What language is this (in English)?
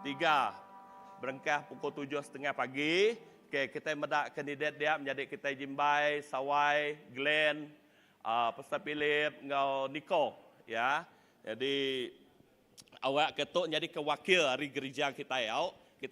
Iban